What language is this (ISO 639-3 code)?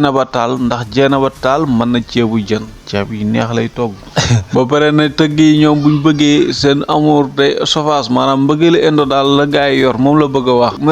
wol